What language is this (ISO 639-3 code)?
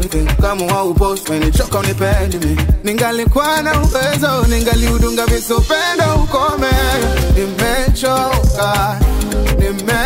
swa